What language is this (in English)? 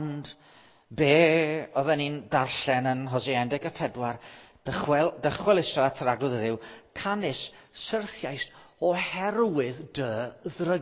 Welsh